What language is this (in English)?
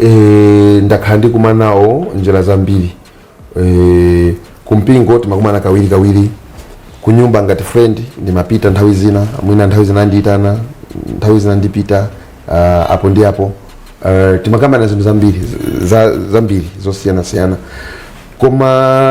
Nyanja